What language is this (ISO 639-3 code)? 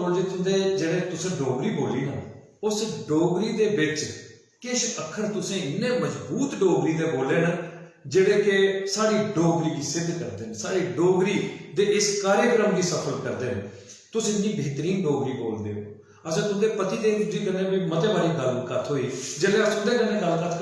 doi